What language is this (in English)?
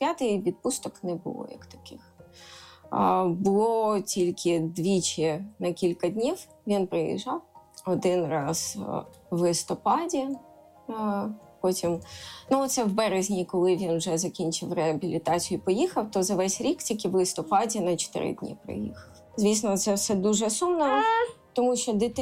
Ukrainian